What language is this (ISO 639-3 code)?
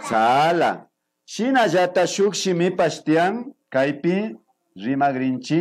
qvi